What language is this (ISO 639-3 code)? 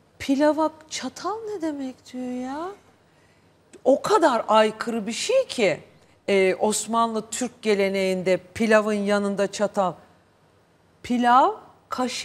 tur